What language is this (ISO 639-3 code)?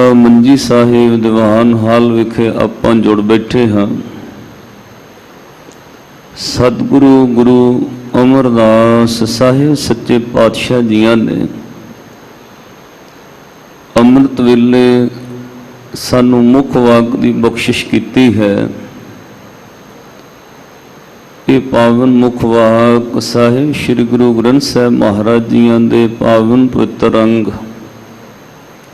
pan